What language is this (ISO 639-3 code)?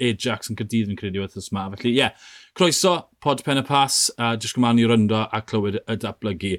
cym